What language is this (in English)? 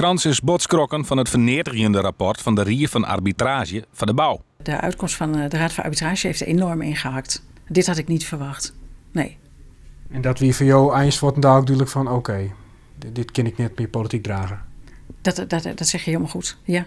Western Frisian